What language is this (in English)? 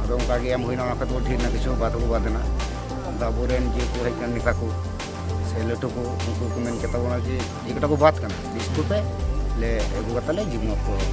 Santali